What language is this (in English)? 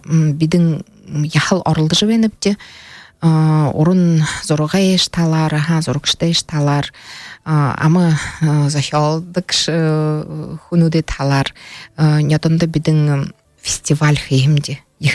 Buriat